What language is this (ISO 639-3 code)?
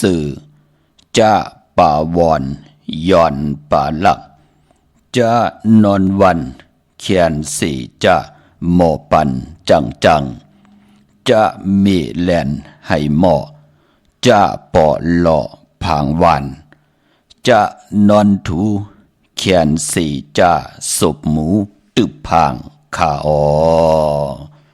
shn